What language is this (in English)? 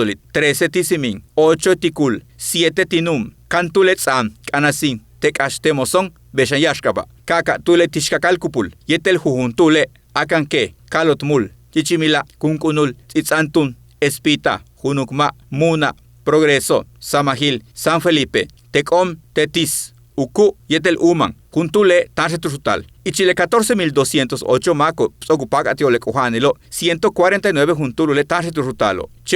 Yucateco